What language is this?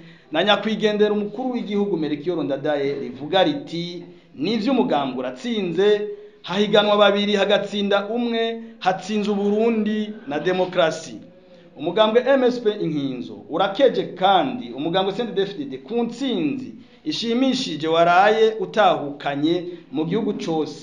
Rundi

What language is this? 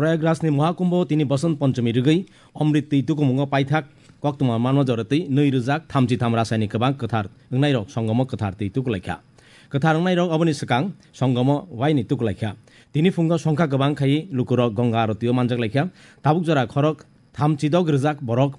Kok Borok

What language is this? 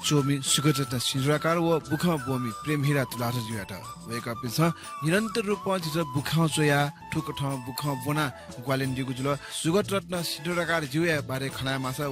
Newari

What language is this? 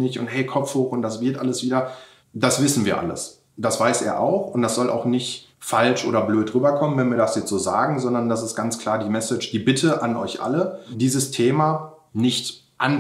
German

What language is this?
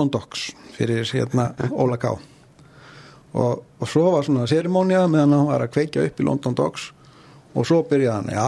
Icelandic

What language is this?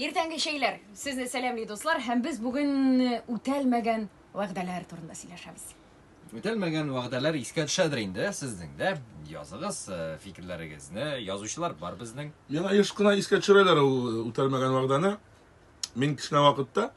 Tatar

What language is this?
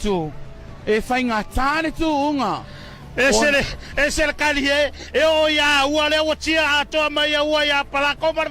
Samoan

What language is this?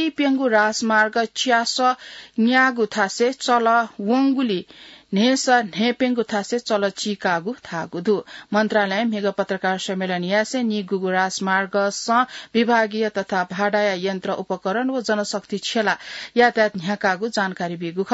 Newari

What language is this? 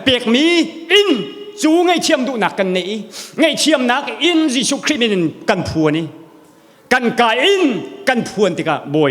Hakha Chin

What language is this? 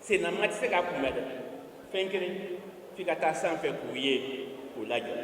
Bambara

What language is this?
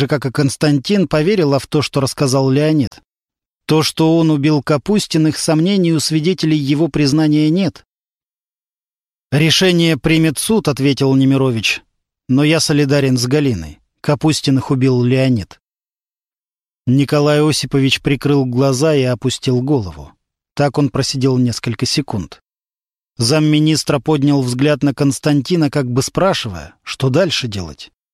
Russian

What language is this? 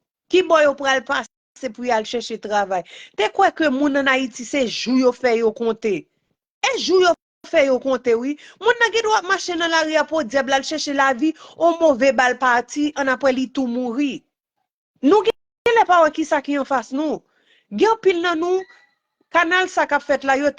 Haitian Creole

